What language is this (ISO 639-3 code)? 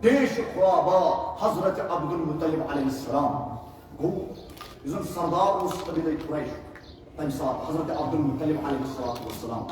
kas